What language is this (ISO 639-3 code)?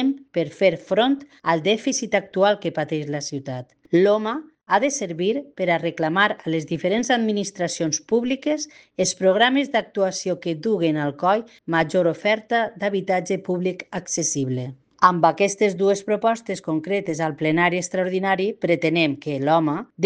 cat